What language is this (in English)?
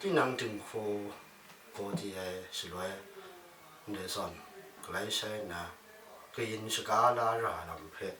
Kachin